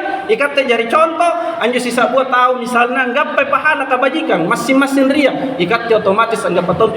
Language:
Makasar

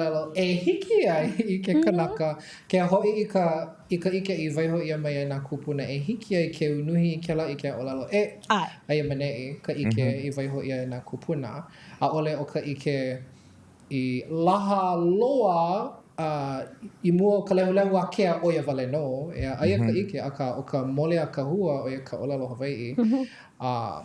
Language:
Hawaiian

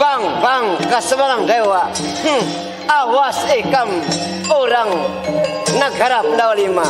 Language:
Banjar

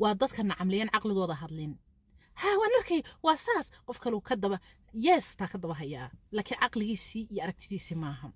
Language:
Somali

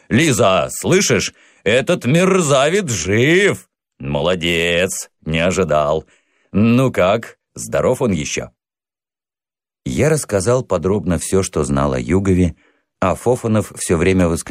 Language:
Russian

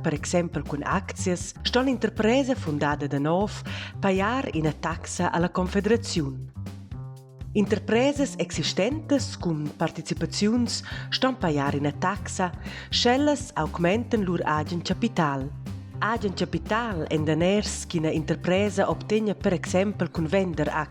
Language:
Romansh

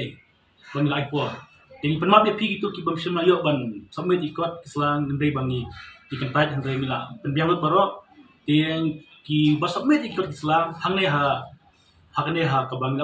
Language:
Khasi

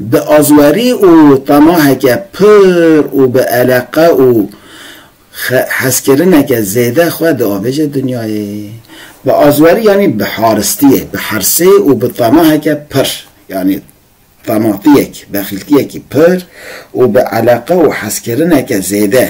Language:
Kurdish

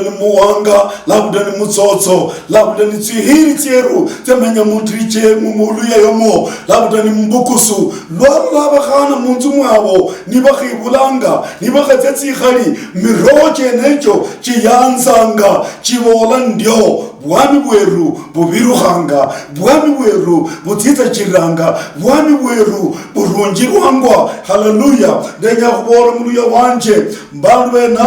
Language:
Luyia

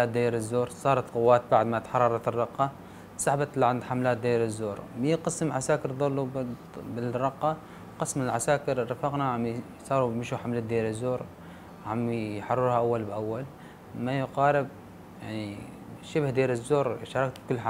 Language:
North Levantine Arabic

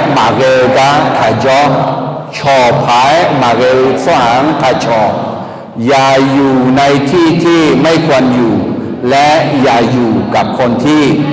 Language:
Akha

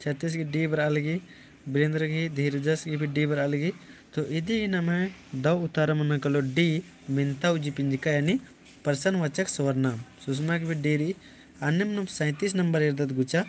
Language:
Kurukh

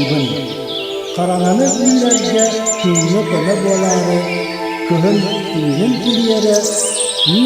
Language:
Yakut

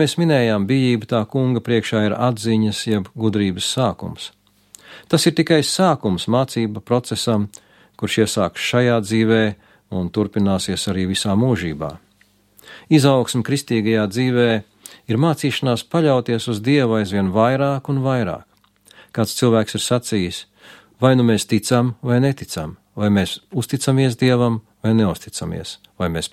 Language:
Latvian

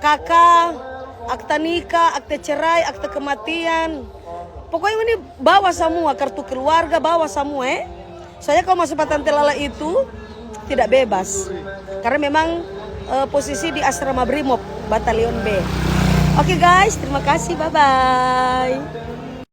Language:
Manado Malay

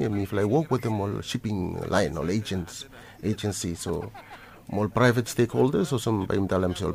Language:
Bislama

